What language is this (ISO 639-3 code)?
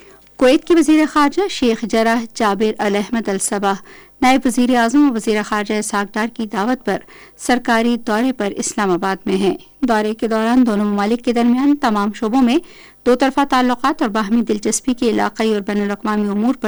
urd